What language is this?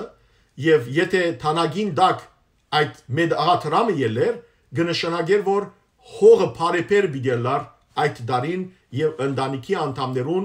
Western Armenian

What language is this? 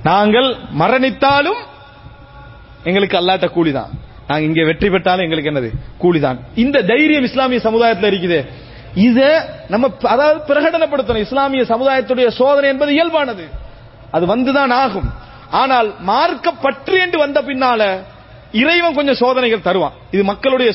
Tamil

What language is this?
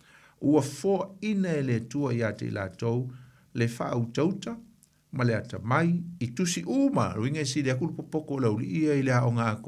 Samoan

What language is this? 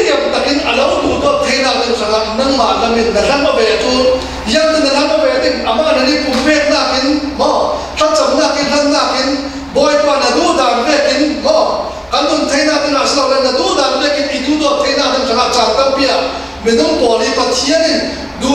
Falam Chin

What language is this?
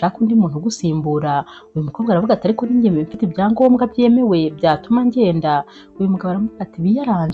Kinyarwanda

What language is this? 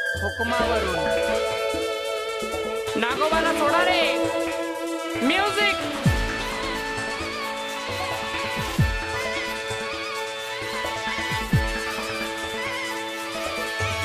Marathi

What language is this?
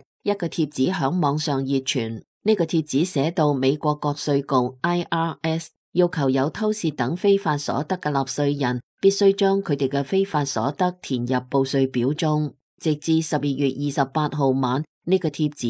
Cantonese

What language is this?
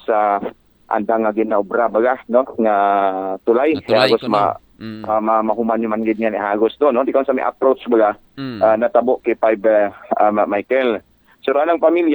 Aklanon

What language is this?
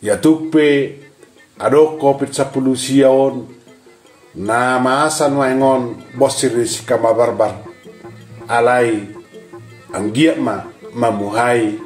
Batak Toba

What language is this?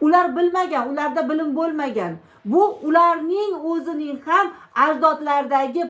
Uzbek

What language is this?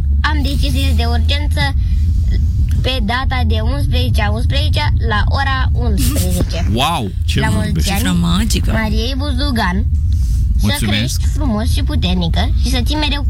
Romanian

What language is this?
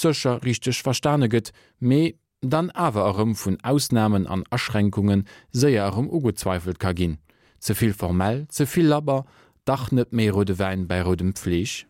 Luxembourgish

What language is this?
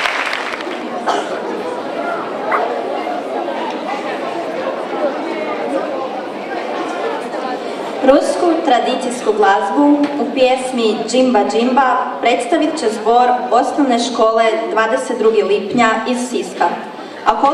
Croatian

